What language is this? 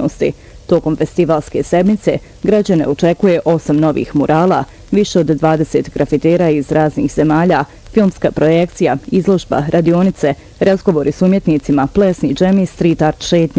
Bosnian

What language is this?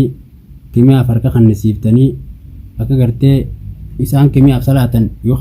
Oromo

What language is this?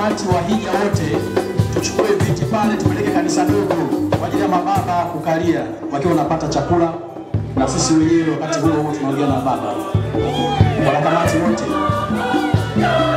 Swahili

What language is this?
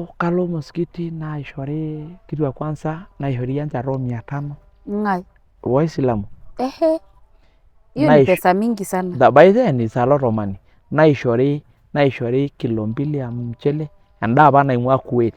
Masai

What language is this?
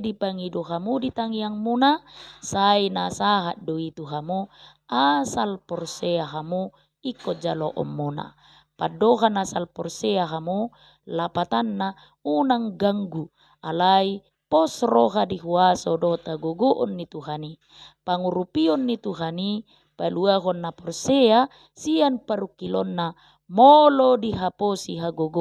Batak Toba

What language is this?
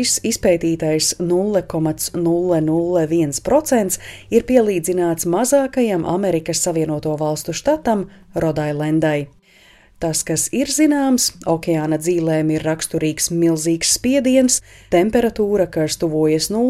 Latvian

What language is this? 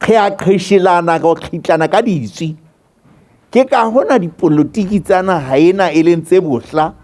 Southern Sotho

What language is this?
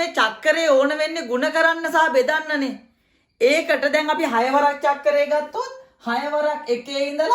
Sinhala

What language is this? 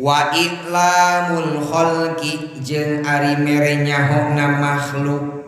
Sundanese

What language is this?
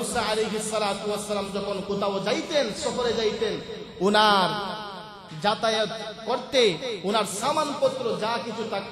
Bangla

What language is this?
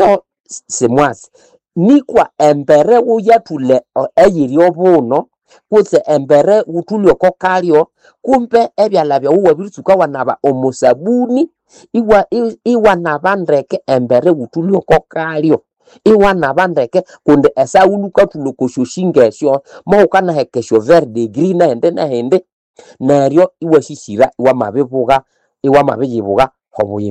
Nande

